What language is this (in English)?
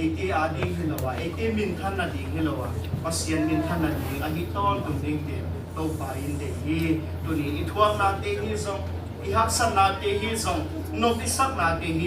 Tedim Chin